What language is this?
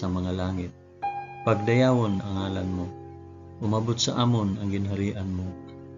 Hiligaynon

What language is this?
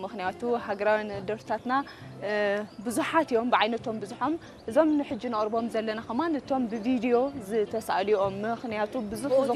Tigrinya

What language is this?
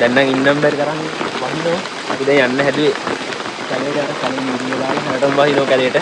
Sinhala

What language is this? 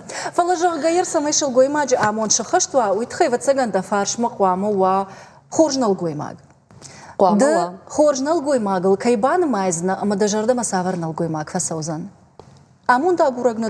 Ossetic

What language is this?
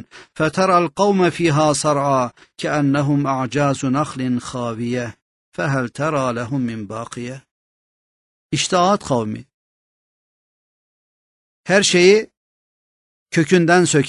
Turkish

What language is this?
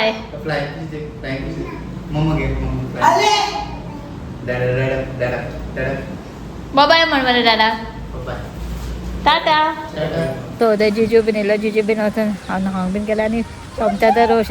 Konkani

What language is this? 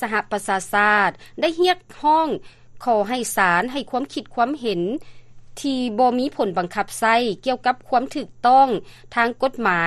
Lao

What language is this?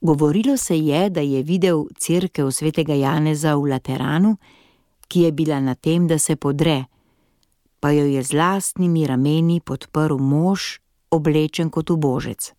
Slovenian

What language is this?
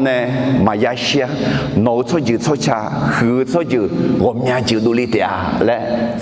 Akha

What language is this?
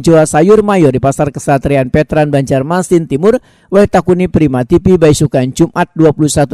Banjar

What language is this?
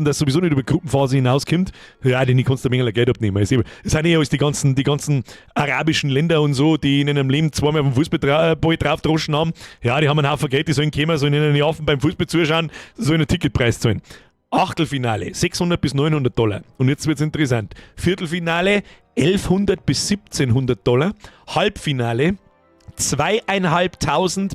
Bavarian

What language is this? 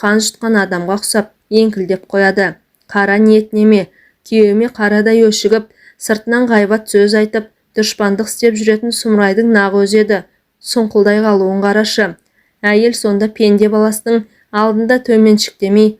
Kazakh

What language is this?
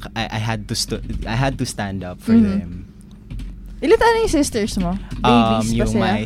Filipino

